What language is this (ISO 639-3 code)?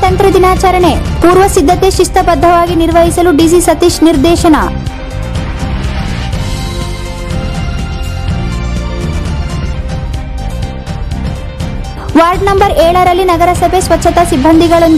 kan